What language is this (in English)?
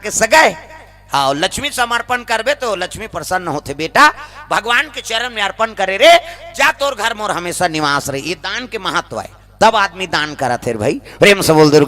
Chhattisgarhi